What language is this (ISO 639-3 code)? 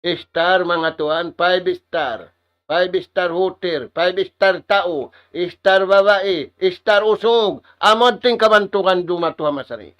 tsg